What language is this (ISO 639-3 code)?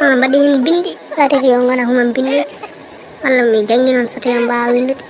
ful